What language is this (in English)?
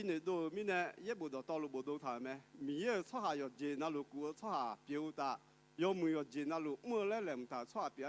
Akha